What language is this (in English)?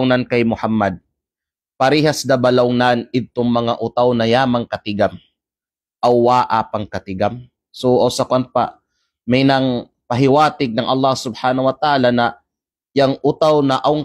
Kalagan